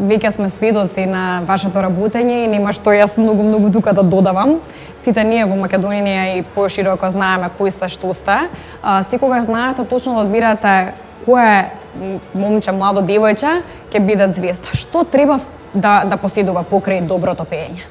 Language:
Macedonian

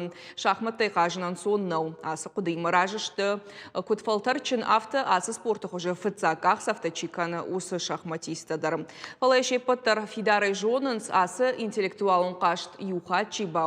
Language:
Ossetic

